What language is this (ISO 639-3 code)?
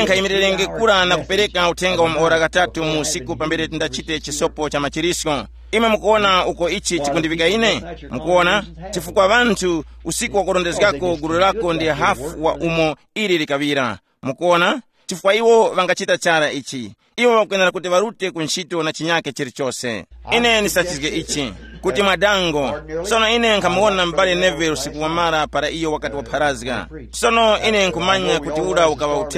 tum